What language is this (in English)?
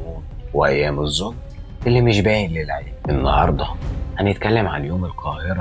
Egyptian Arabic